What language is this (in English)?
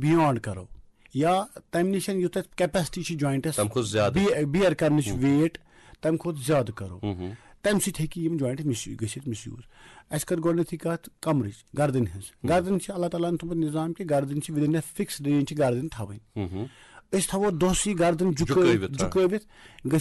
Kashmiri